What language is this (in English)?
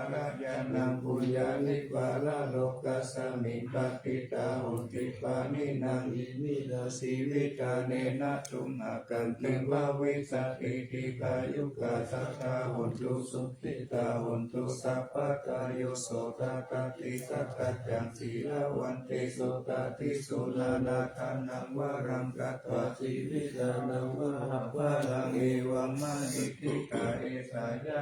Pali